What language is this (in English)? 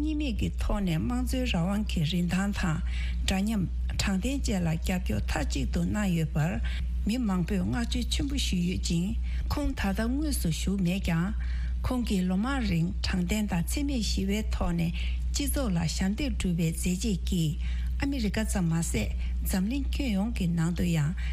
Tibetan